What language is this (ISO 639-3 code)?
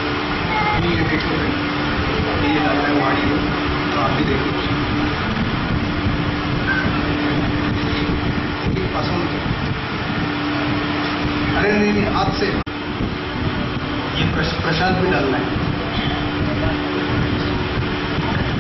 hin